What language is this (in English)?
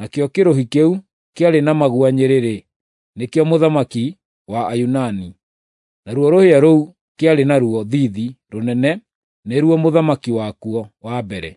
Kikuyu